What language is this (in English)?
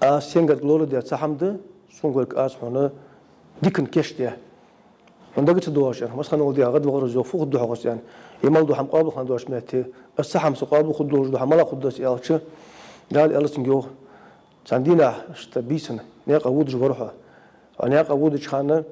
Ingush